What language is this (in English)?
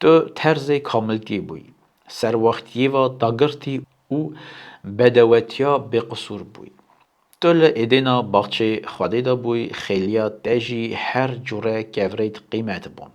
Kurdish